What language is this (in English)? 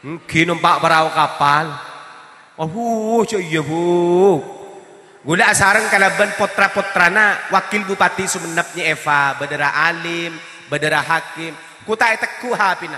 Madurese